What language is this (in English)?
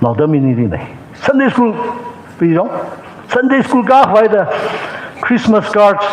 Tangkhul Naga (India)